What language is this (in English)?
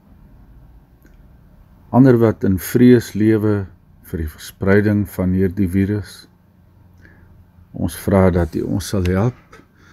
Afrikaans